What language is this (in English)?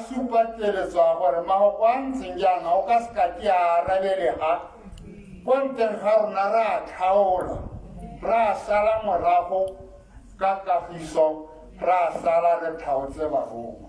Tswana